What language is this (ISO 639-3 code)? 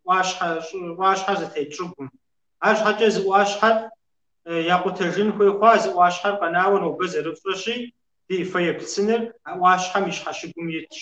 kbd